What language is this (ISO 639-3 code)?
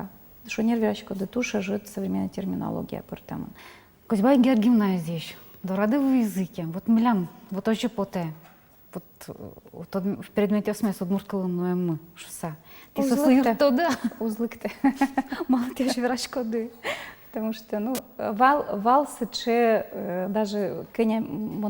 udm